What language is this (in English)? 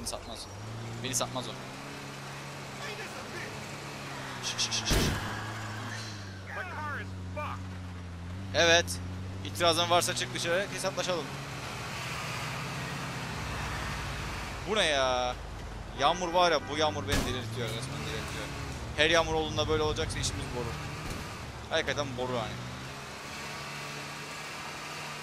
Turkish